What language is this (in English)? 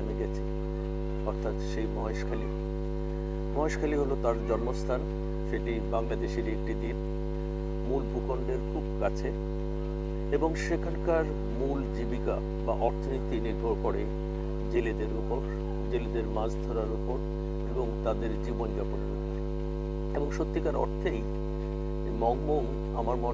Bangla